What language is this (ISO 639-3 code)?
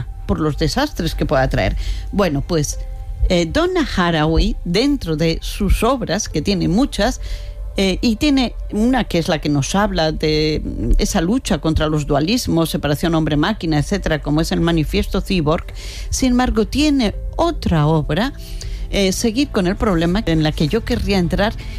spa